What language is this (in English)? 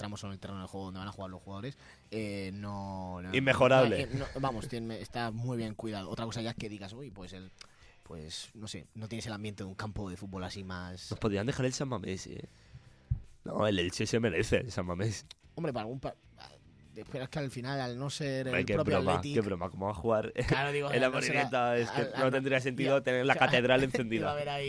Spanish